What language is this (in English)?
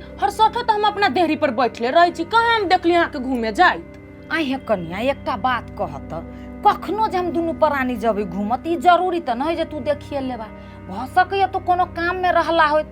Maithili